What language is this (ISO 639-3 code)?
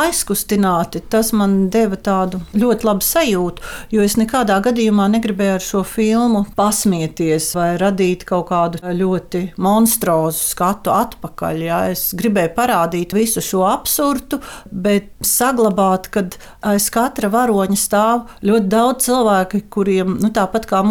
lav